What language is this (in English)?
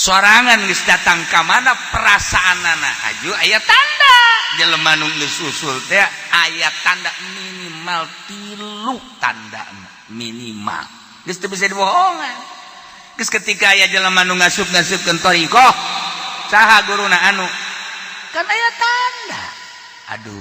Sundanese